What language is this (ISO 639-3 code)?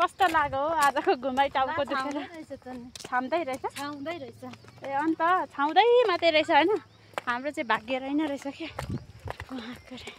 nep